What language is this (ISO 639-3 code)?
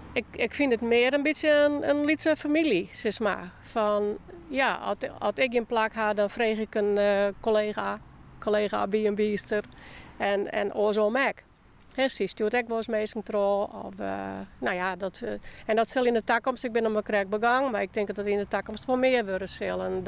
fry